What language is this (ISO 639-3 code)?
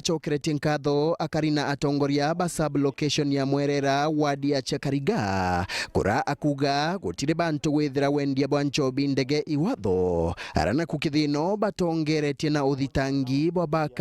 mer